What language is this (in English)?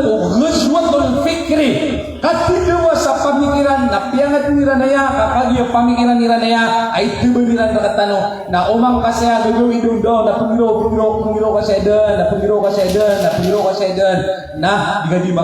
Maranao